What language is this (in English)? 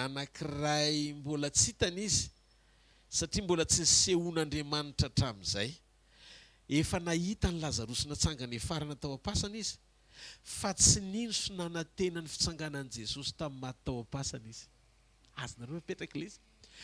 Malagasy